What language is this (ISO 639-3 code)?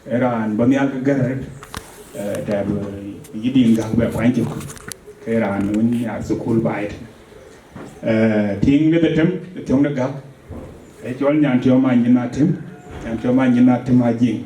din